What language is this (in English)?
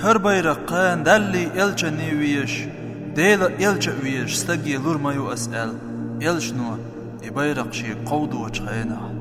Chechen